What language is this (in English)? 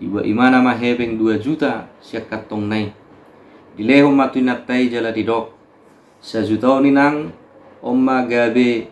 Batak Toba